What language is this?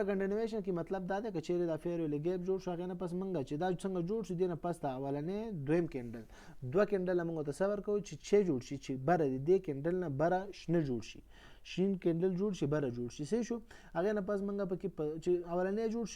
Pashto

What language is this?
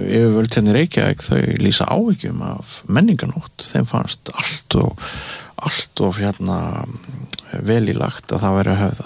Icelandic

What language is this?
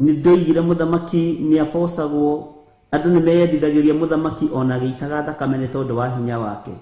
Kikuyu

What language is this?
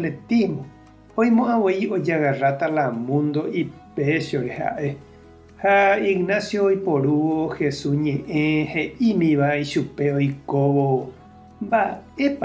Guarani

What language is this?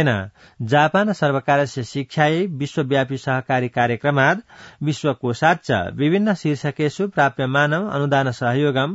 Sanskrit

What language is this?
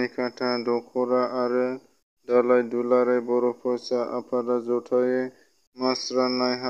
Bodo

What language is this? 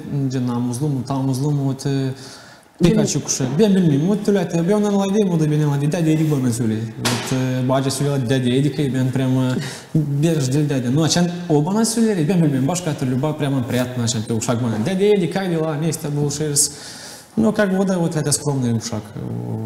Gagauz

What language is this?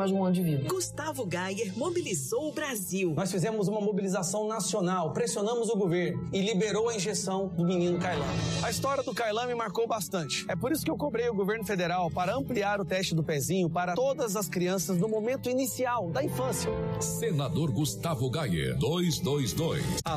Portuguese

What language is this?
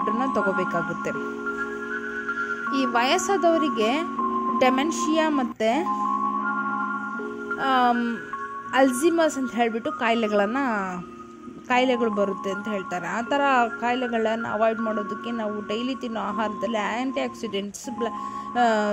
Kannada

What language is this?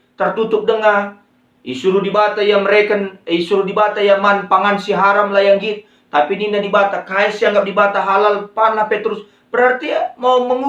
Batak Karo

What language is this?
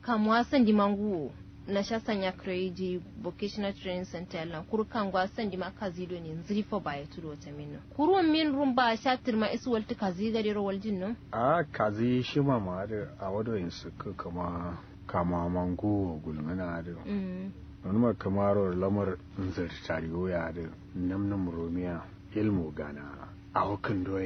Kanuri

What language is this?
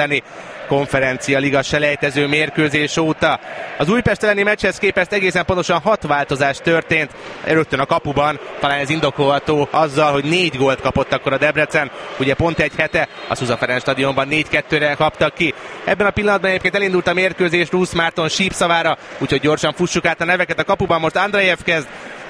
Hungarian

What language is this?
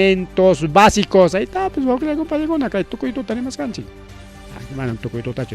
Ayacucho Quechua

